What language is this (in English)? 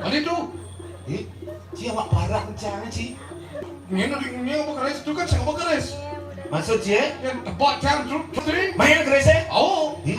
Balinese